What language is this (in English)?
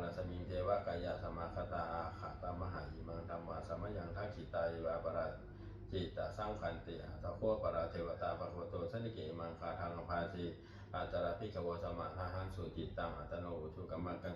Pali